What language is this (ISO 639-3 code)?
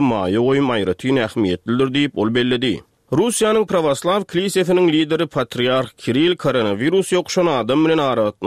tuk